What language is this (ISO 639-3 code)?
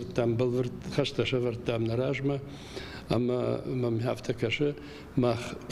oss